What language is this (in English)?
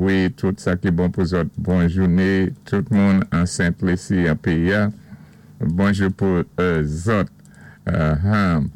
Saint Lucian Creole French